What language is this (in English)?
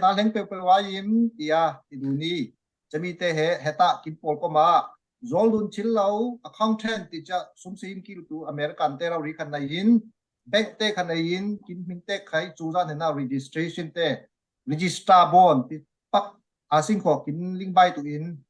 Falam Chin